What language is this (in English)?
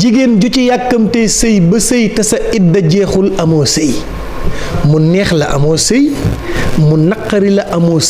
Wolof